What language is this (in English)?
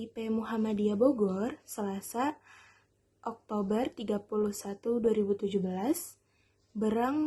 Sundanese